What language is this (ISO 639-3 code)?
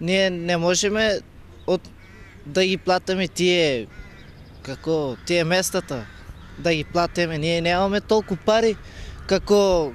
mkd